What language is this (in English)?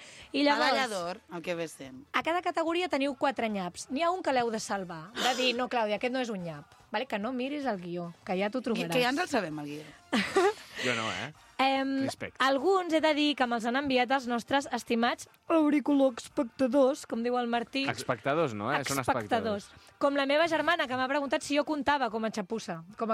Catalan